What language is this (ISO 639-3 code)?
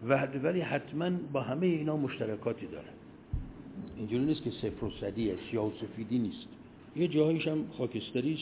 fas